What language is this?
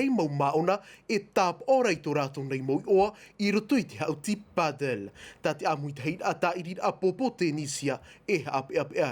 Tahitian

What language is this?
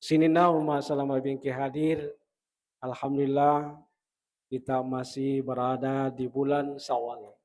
Buginese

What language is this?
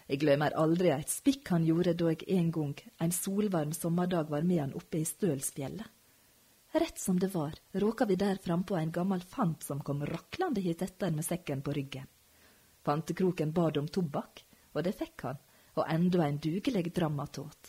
Norwegian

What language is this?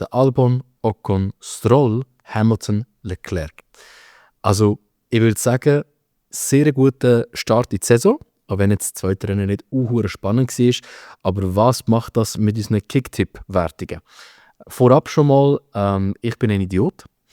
Swiss German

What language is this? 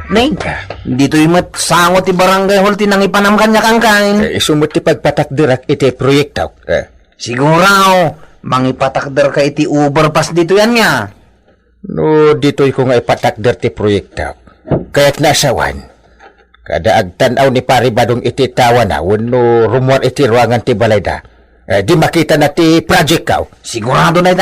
Iloko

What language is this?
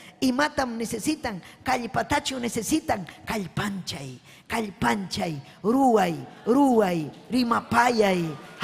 Ayacucho Quechua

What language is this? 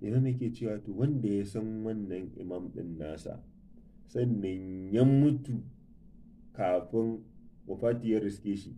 Hausa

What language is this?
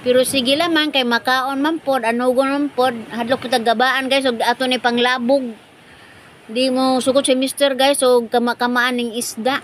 Cebuano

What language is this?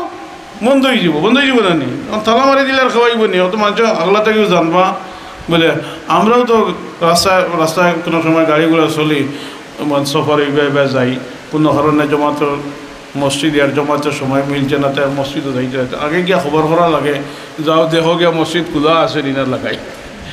Sylheti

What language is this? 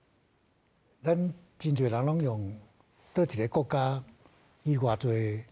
Min Nan Chinese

